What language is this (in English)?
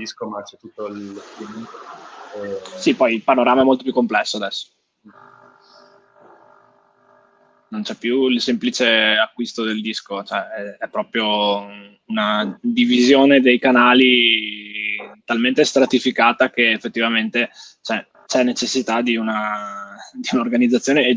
Italian